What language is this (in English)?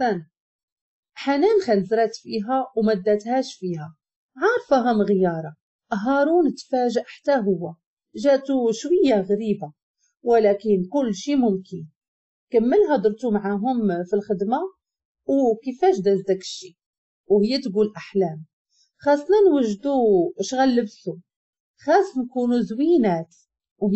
Moroccan Arabic